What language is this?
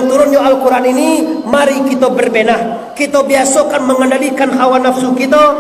Minangkabau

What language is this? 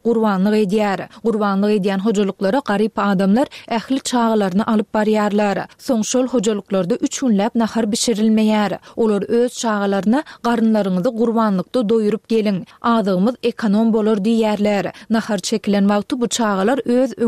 Turkmen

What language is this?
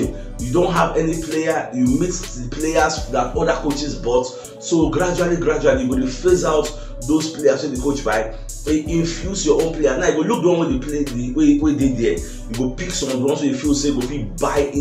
Nigerian Pidgin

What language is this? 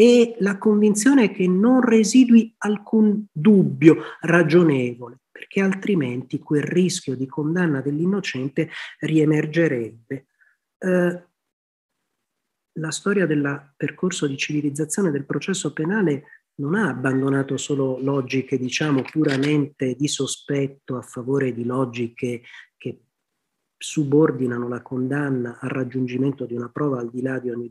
Italian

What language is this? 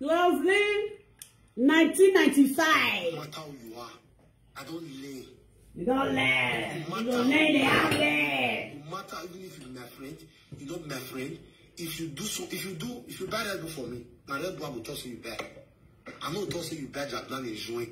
Nigerian Pidgin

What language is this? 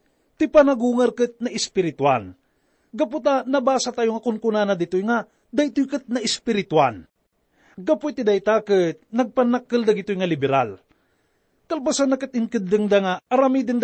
Iloko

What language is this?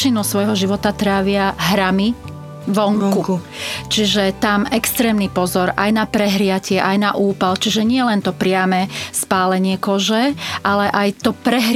Slovak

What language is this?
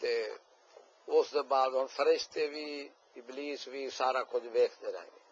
Saraiki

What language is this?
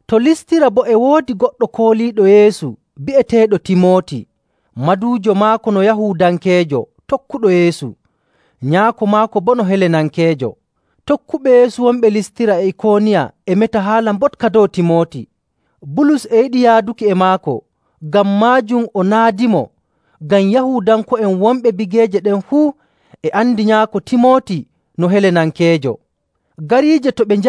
Nigerian Fulfulde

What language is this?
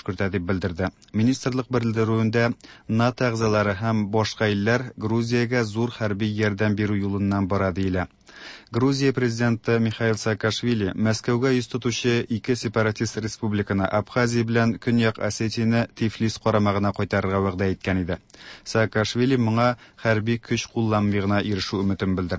Tatar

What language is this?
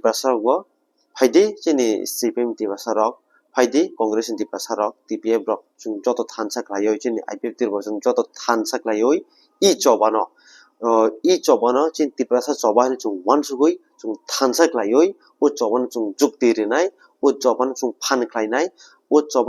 Kok Borok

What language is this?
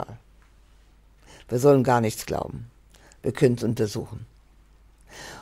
German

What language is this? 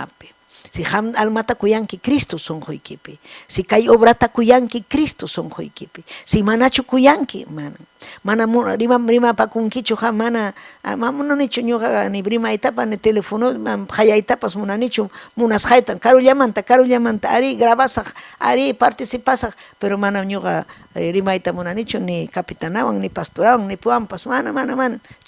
Ayacucho Quechua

